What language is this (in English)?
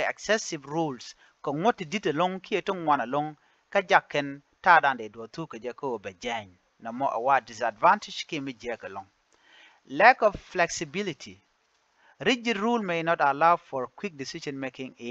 Nuer